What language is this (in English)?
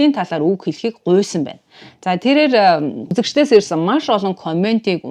Mongolian